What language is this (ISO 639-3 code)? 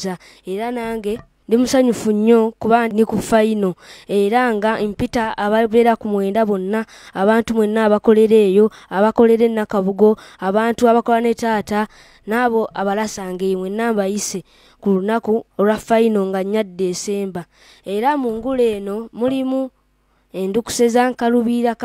lug